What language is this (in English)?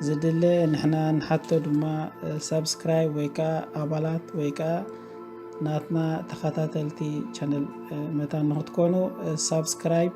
Tigrinya